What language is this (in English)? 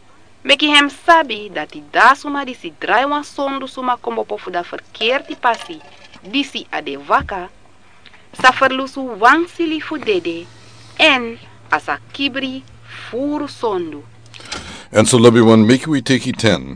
Sranan Tongo